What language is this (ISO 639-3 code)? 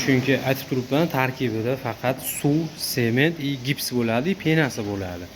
uzb